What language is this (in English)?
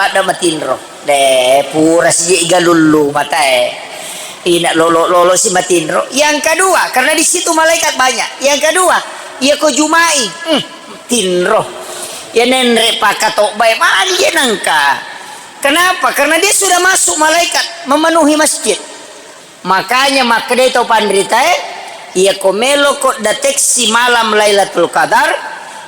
Buginese